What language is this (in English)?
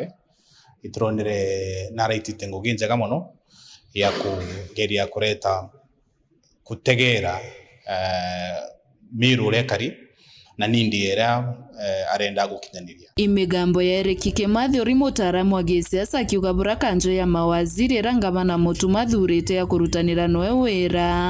Meru